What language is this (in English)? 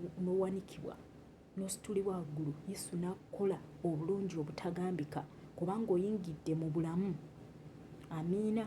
Ganda